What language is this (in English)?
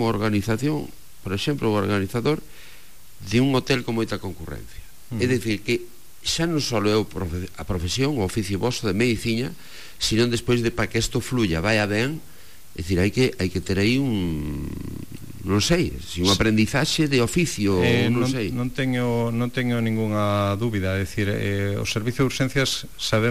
Galician